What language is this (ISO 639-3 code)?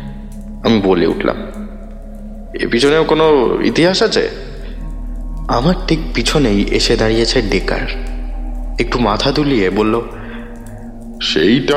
ben